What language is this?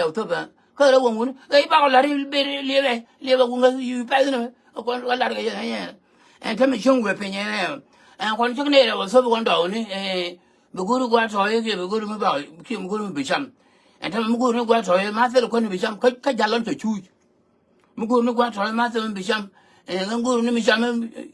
Nuer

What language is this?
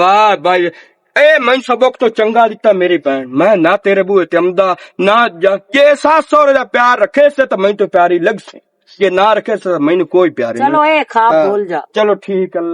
Western Panjabi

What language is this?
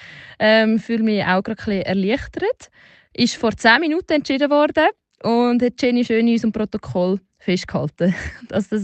Swiss German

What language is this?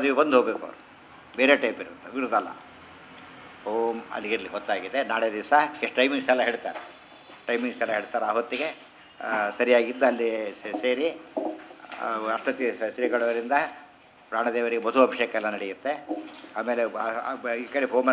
Kannada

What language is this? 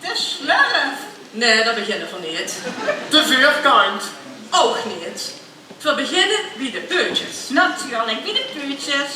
Limburgish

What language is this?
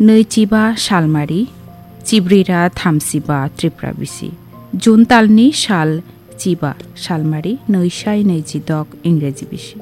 Kok Borok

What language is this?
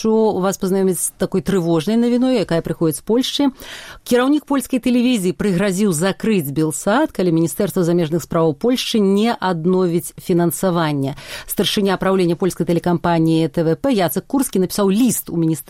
Belarusian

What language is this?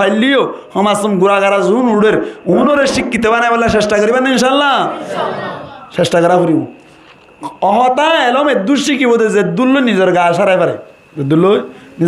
Rohingya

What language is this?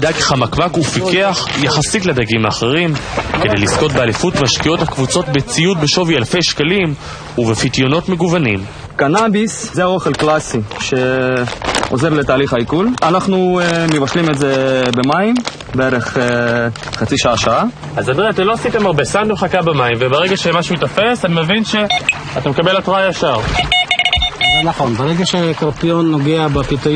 Hebrew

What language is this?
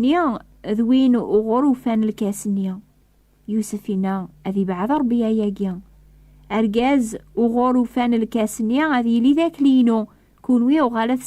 Kabyle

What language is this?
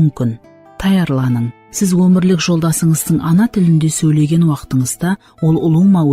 Kara-Kalpak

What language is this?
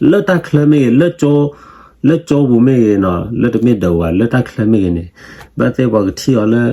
S'gaw Karen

